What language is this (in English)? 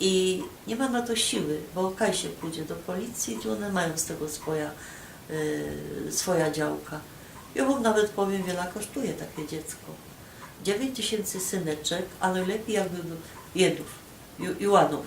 Silesian